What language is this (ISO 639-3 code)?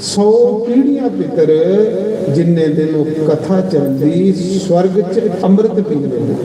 doi